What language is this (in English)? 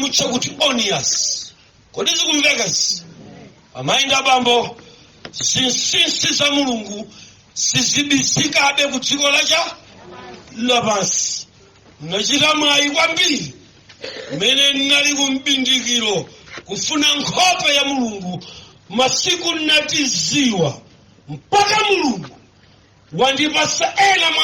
Nyanja